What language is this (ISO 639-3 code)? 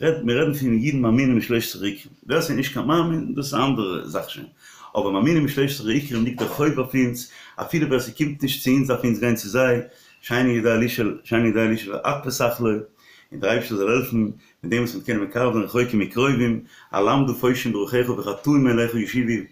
yid